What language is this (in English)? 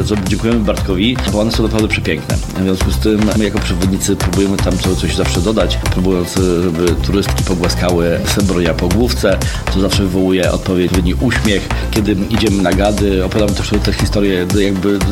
Polish